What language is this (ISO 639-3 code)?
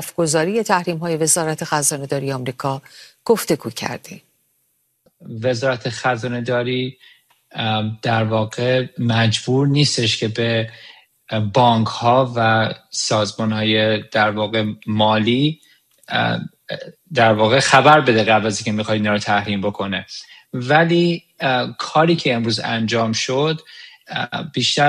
fas